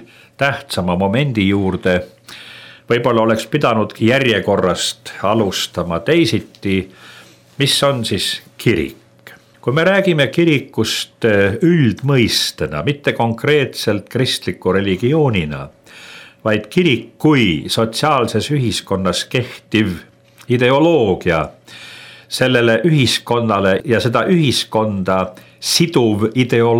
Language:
Estonian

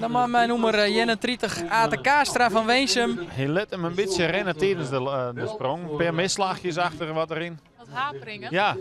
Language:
Western Frisian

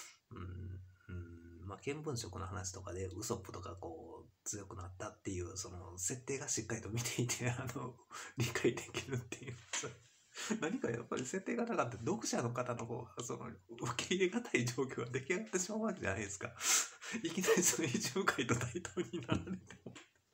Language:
Japanese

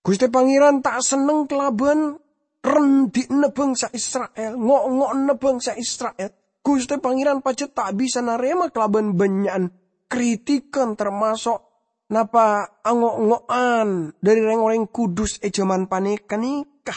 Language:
Madurese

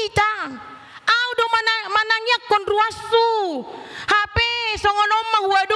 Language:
Batak Toba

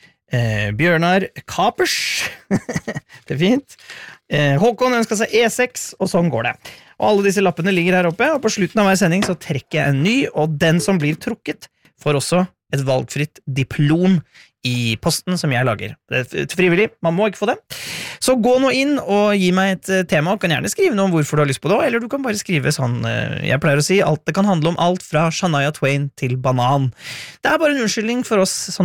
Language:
Norwegian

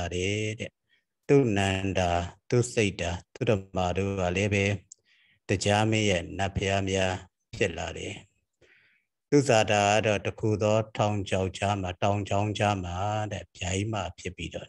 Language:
Burmese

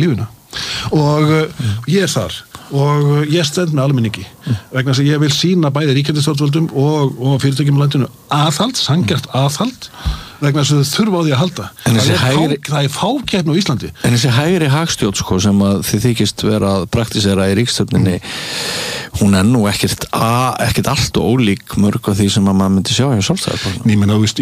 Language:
Icelandic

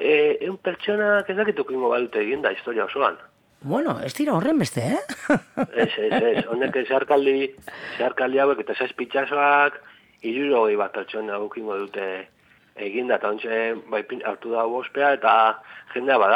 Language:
Basque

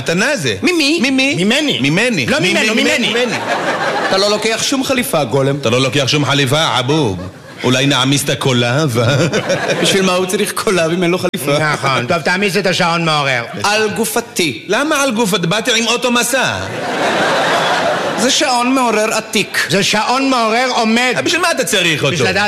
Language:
Hebrew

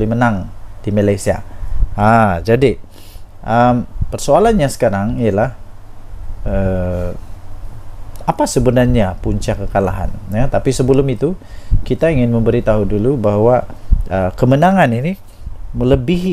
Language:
Malay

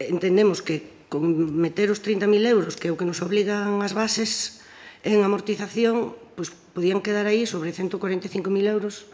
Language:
Galician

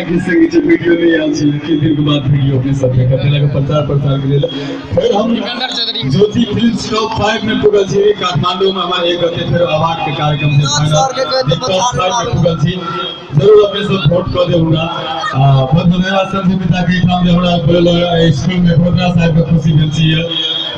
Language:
Maithili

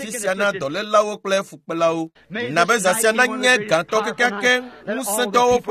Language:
Ewe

